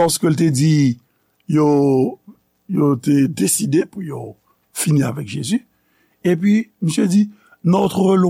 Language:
Haitian Creole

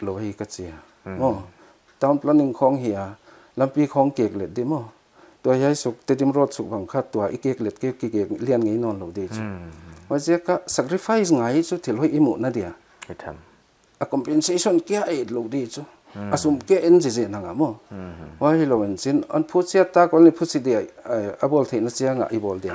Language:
Paite Chin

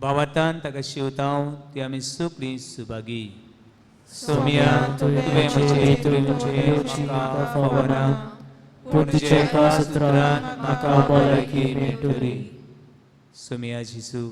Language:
Konkani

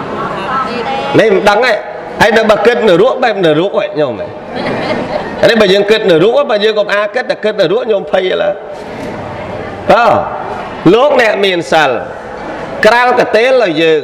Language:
Khmer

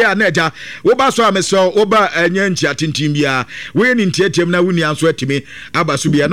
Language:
Akan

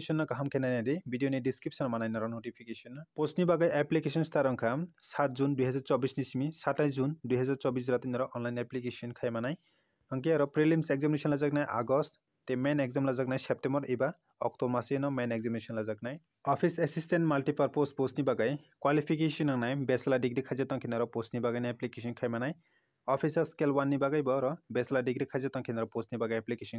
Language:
Kok Borok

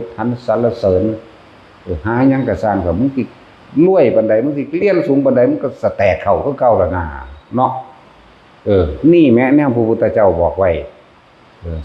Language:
Northeastern Thai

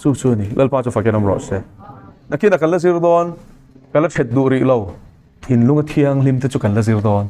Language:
Mizo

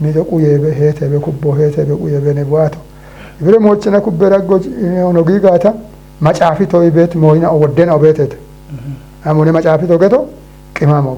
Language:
Kafa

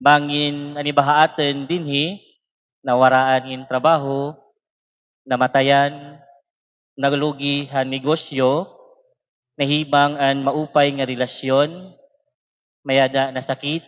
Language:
Waray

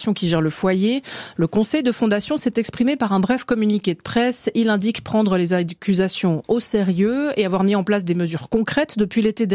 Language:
French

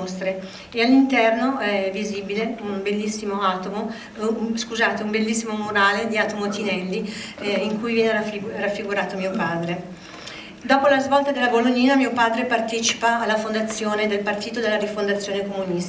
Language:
Italian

